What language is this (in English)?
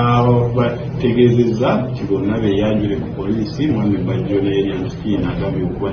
Ganda